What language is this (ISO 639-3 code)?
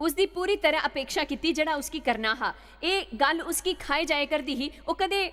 doi